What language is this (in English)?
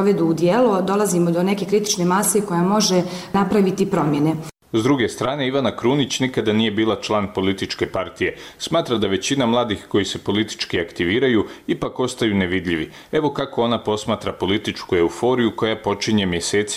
Bosnian